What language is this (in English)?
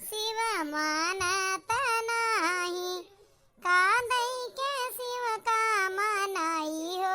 Awadhi